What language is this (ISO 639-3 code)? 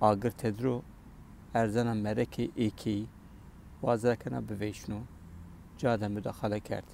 kur